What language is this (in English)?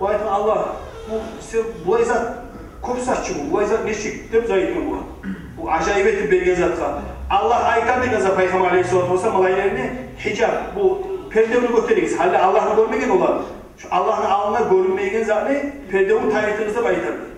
Kumyk